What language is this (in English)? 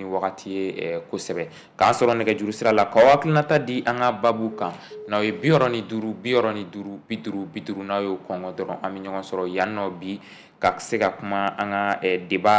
Bambara